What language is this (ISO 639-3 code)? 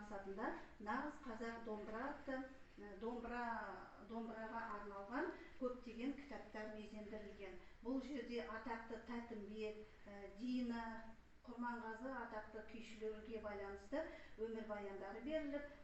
kaz